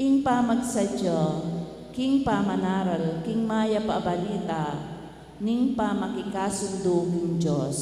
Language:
Pampanga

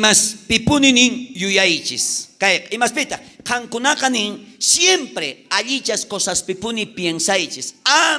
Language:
South Bolivian Quechua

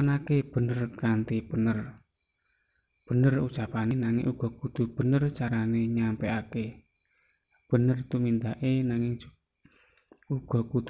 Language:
Javanese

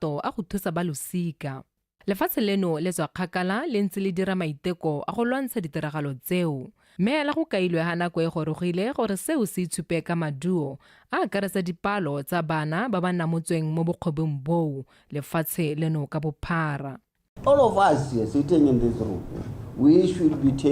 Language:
Tswana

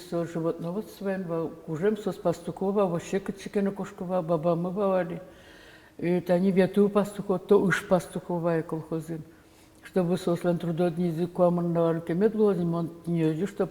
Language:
Udmurt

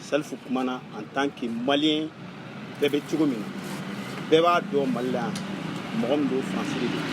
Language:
Bambara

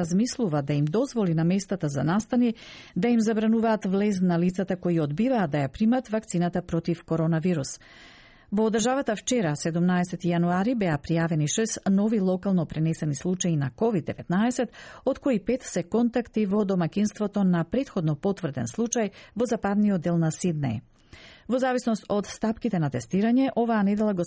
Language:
Macedonian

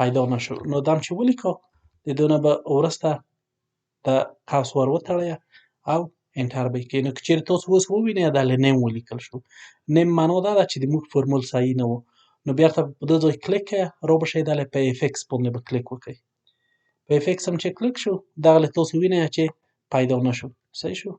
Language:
Pashto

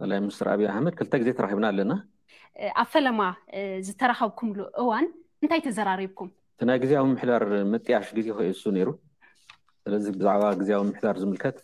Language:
Tigrinya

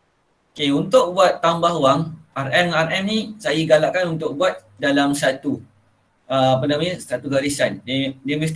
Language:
Malay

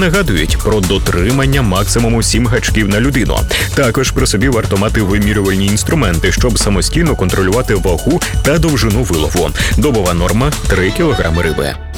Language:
Ukrainian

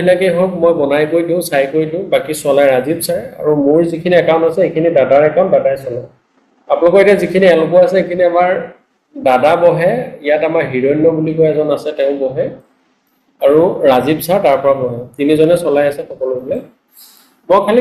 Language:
Assamese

